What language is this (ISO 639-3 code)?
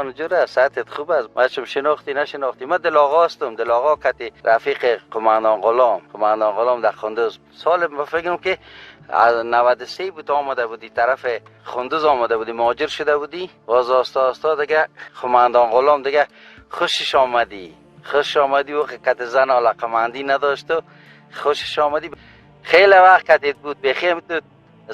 tgk